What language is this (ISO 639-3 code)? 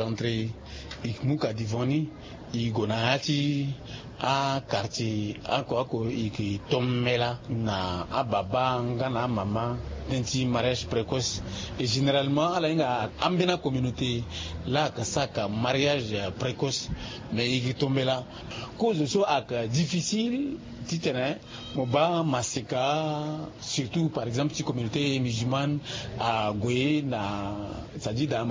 sag